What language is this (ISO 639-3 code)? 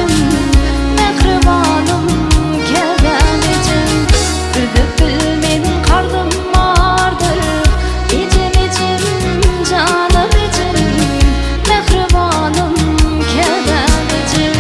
tuk